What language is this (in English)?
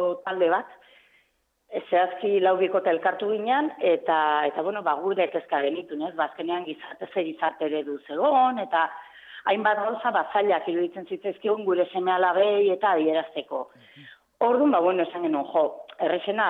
Basque